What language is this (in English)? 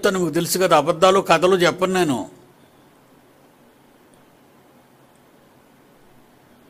Telugu